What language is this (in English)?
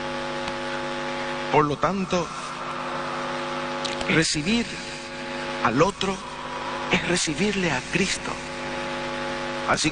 Spanish